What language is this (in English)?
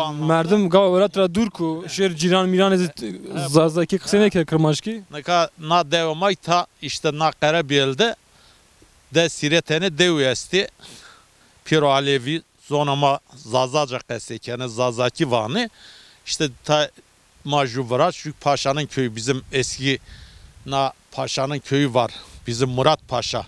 Zaza